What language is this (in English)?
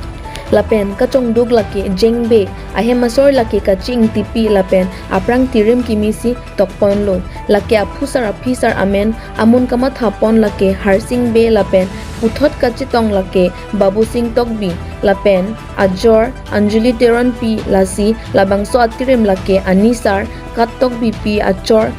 Karbi